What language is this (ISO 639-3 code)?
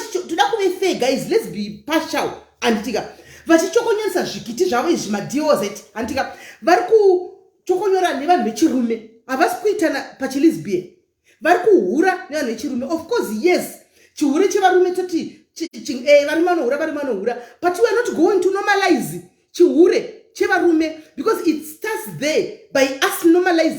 sna